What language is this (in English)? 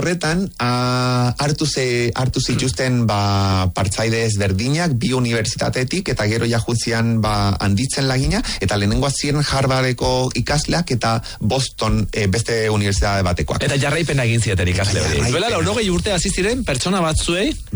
Basque